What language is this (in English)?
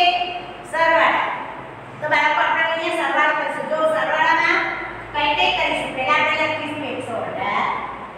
Gujarati